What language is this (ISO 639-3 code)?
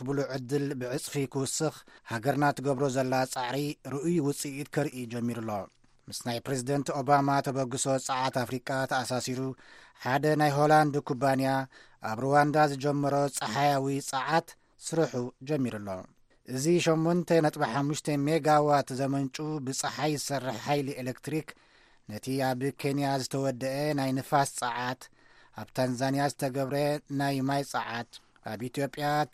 tir